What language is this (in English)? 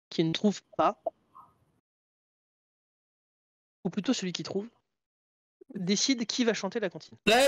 French